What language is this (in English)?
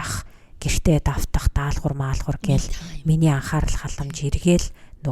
Mongolian